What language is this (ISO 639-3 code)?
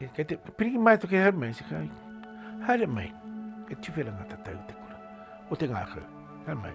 mri